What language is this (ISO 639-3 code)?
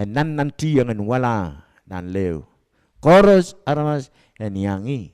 pon